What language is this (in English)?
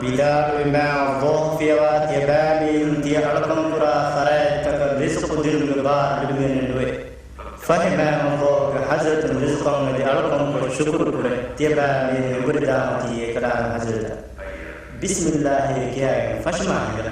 Divehi